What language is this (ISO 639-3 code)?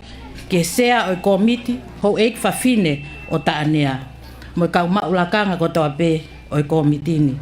ton